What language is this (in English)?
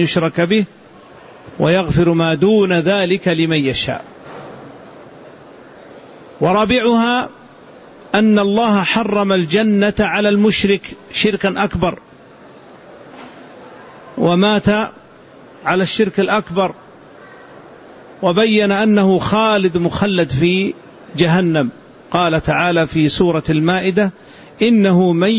Arabic